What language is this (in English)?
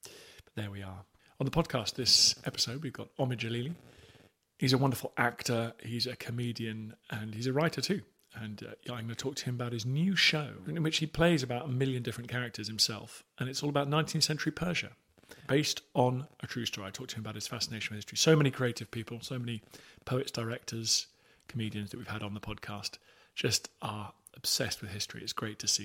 English